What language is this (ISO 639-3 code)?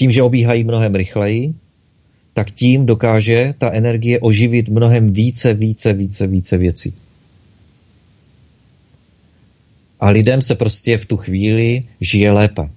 ces